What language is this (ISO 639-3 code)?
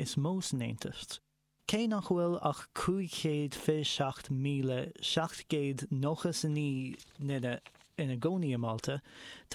gle